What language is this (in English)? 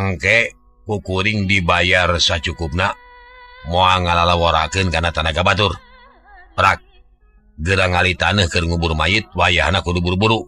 Sundanese